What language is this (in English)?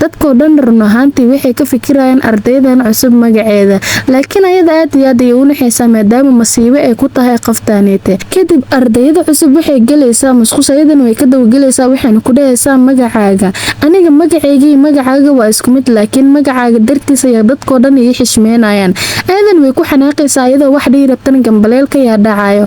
Somali